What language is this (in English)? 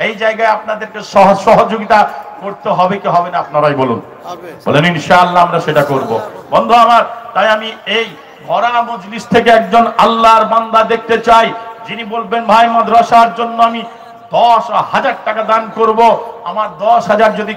Bangla